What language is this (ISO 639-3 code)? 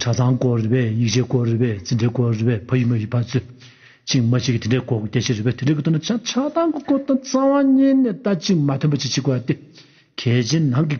bod